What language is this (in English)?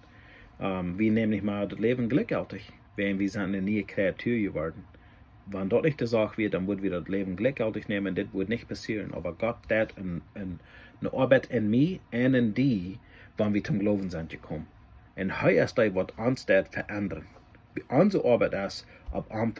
Plautdietsch